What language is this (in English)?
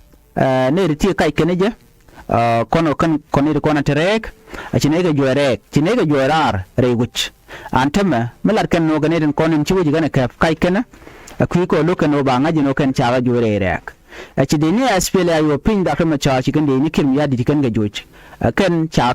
Nuer